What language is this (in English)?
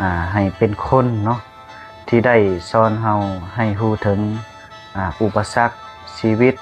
Lao